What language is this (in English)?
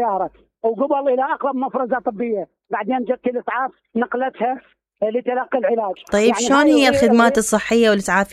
Mesopotamian Arabic